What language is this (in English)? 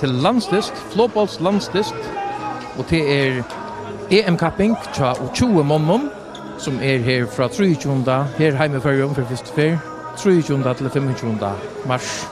Faroese